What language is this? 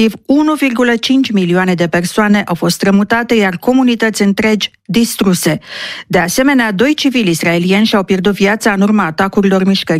Romanian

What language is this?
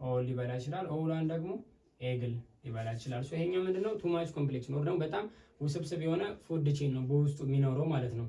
Amharic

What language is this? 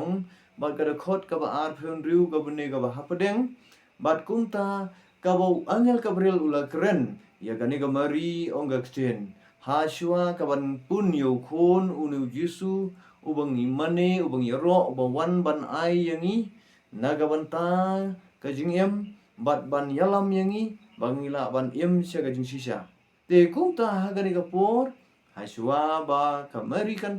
Khasi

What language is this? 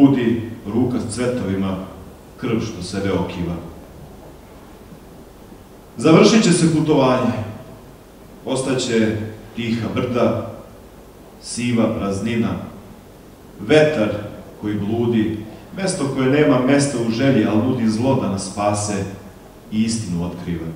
Serbian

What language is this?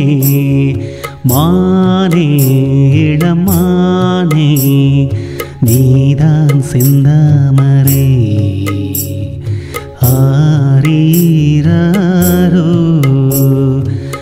Tamil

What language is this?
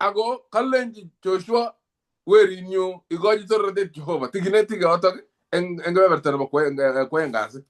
Kalenjin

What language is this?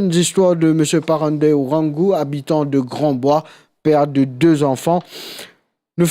Morisyen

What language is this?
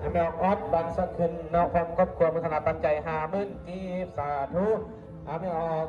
Northeastern Thai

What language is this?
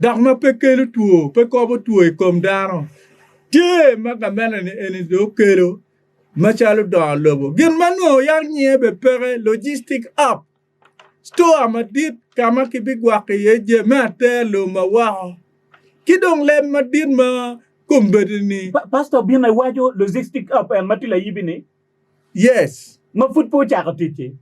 Acoli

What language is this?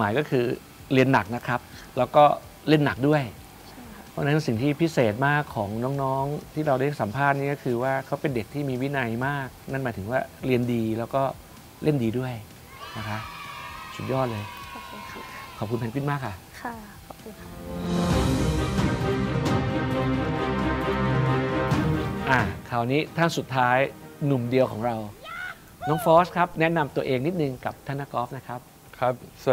Thai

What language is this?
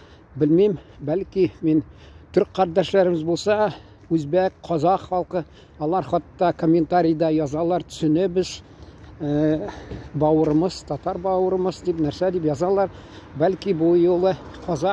Tatar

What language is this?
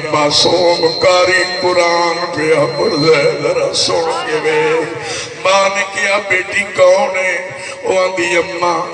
Saraiki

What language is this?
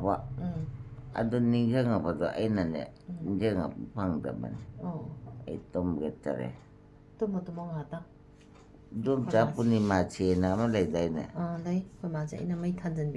Manipuri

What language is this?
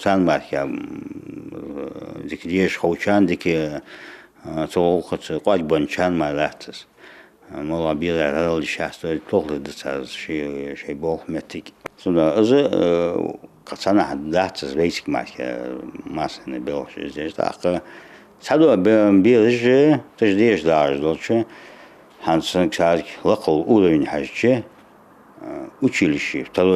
Ingush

